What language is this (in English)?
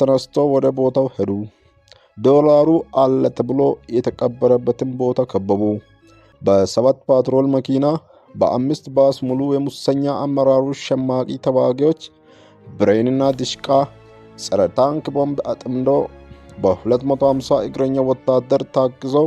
Amharic